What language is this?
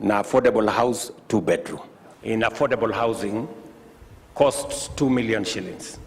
Meru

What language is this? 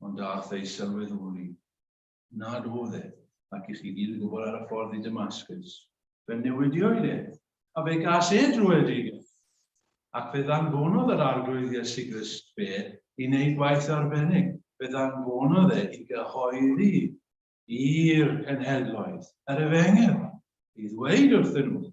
Welsh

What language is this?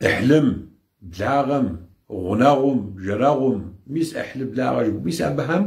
Kabardian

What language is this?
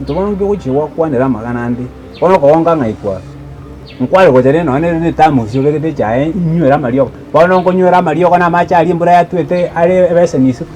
Gusii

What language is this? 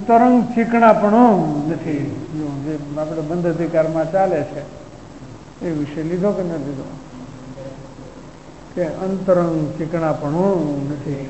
Gujarati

